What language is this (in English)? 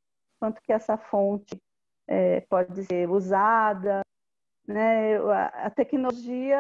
Portuguese